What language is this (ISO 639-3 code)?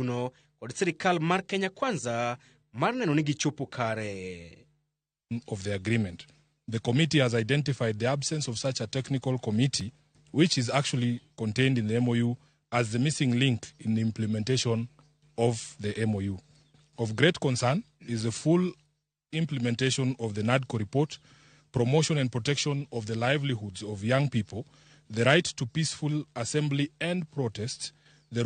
luo